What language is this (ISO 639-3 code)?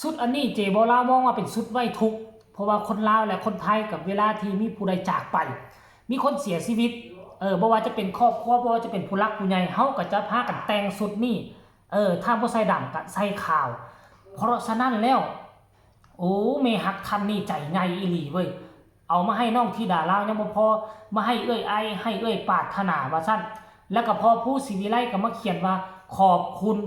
tts